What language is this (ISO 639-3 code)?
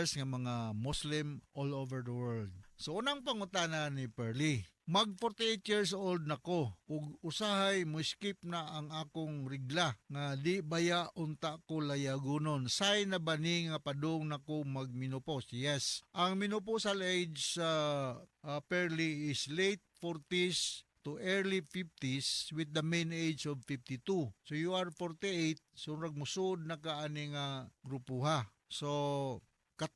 ceb